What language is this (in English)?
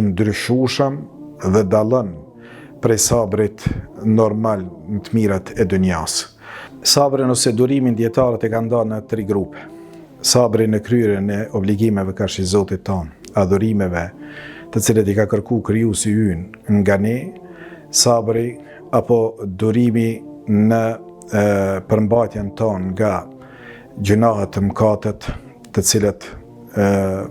Albanian